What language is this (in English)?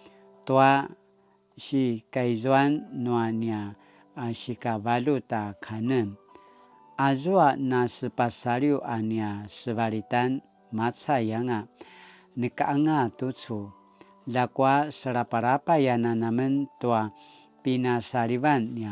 Paiwan